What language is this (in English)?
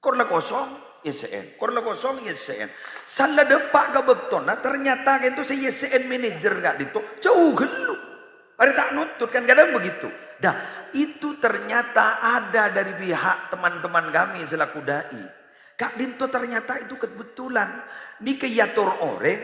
Madurese